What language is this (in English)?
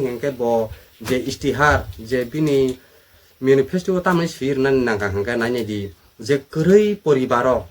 Kok Borok